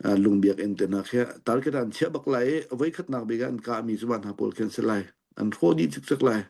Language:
Hakha Chin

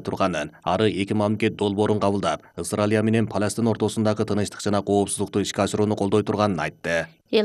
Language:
Kyrgyz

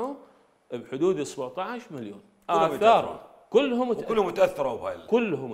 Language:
Mesopotamian Arabic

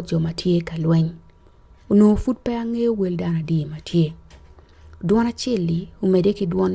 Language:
Acoli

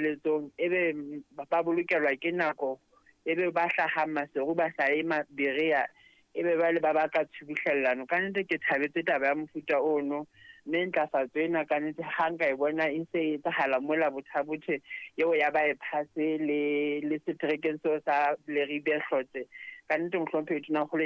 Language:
Southern Sotho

